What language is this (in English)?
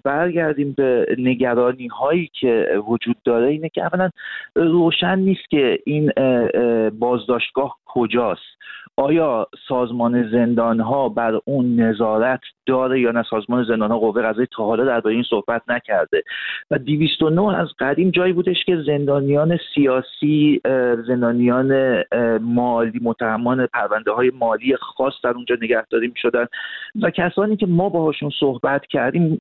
Persian